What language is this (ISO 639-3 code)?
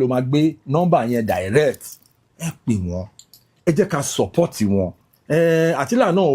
yor